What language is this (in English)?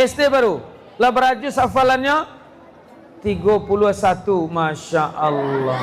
Minangkabau